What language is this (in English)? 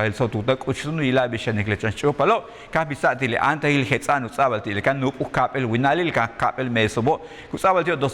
Yucateco